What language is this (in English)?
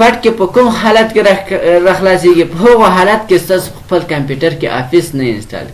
Pashto